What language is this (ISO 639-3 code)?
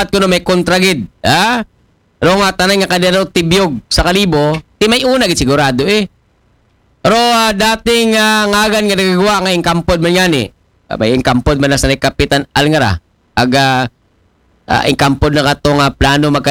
akl